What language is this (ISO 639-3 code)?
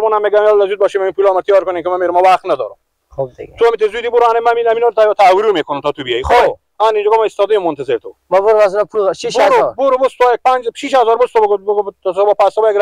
fas